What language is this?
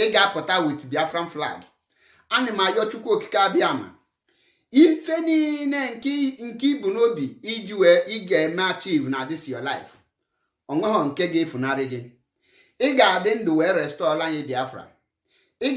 Igbo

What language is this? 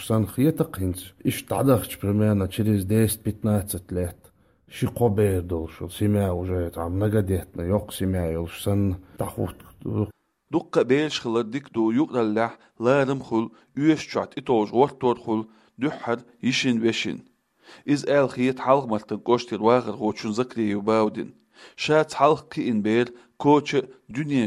Chechen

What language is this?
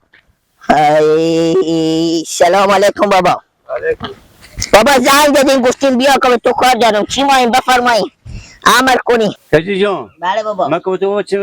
Persian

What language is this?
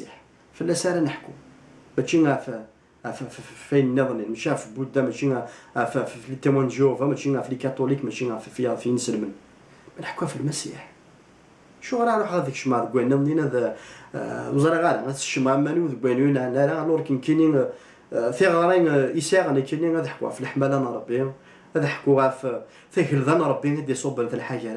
Kabyle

